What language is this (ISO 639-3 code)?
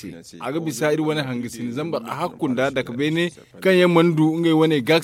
dje